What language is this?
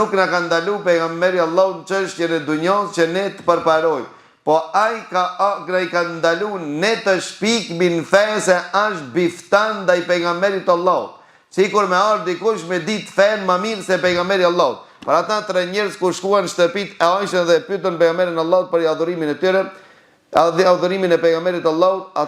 Albanian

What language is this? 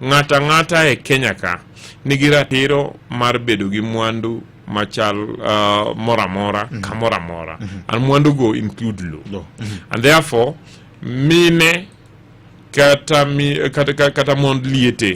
Luo (Kenya and Tanzania)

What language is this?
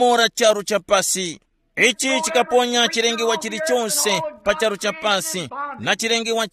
Tumbuka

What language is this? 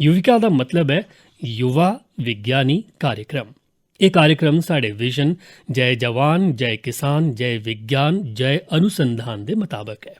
Dogri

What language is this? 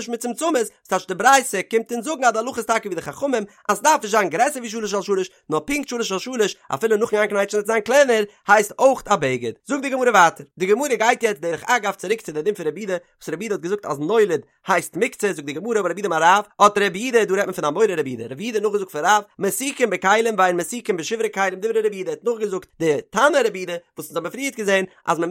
Yiddish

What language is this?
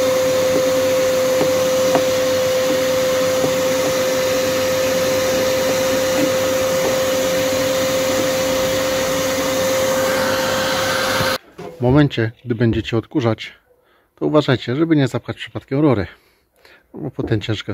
Polish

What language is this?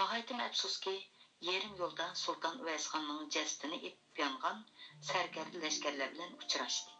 Uyghur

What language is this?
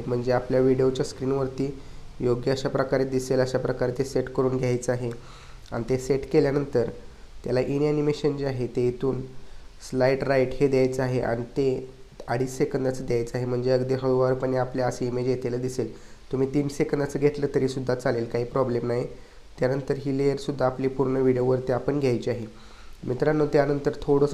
Marathi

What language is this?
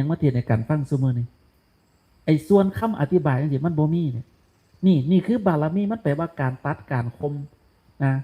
Northeastern Thai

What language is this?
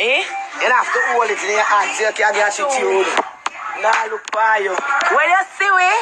Jamaican Creole English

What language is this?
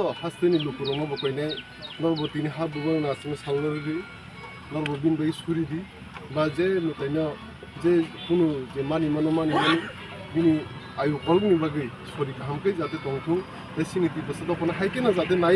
Kok Borok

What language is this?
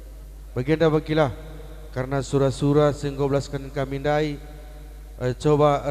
Batak Karo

